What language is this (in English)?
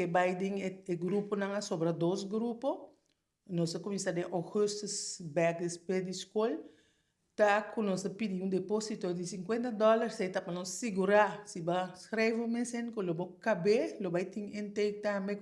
Papiamento